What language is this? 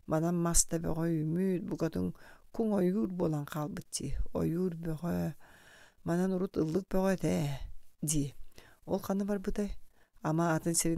Yakut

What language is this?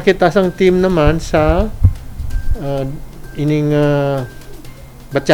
Hiligaynon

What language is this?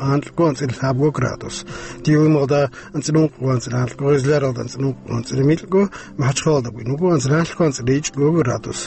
Avaric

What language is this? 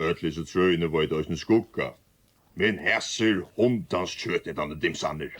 Faroese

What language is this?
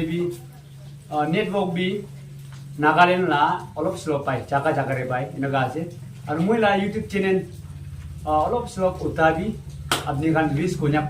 Naga Pidgin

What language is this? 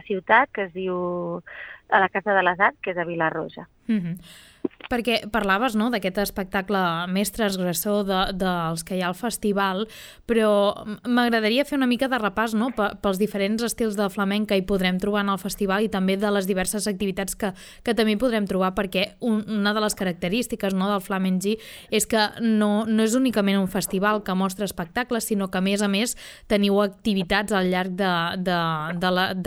Catalan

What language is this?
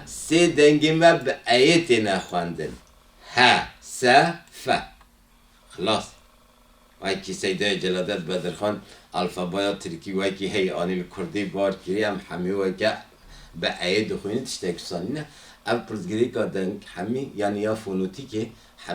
Kurdish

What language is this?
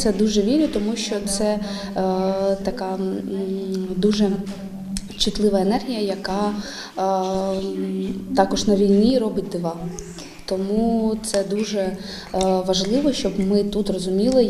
Ukrainian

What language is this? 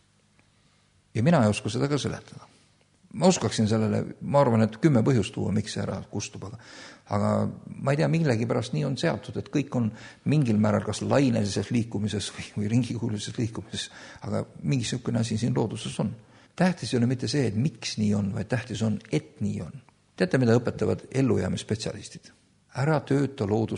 Estonian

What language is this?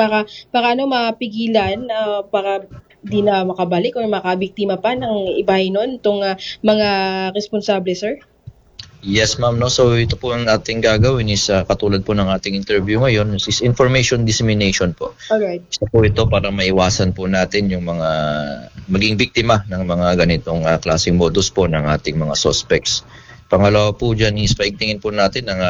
Filipino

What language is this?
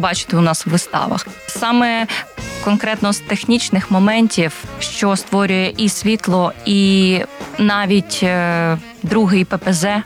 Ukrainian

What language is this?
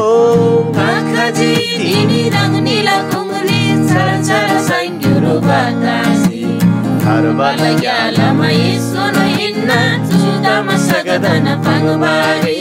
Eastern Tamang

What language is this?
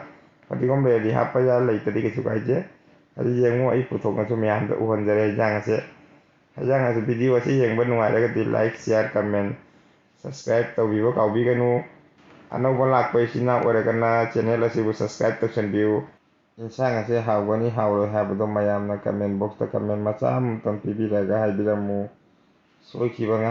Manipuri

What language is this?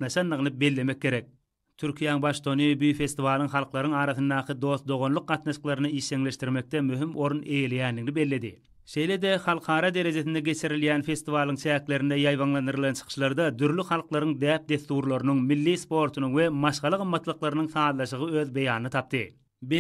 Turkmen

